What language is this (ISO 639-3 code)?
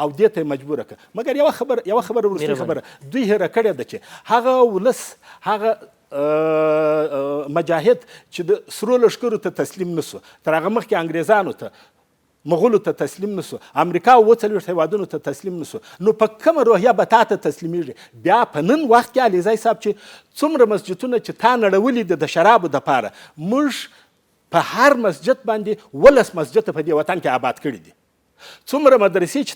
pus